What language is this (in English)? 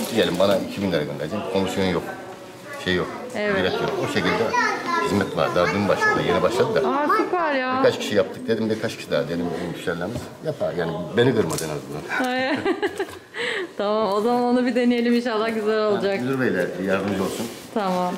Turkish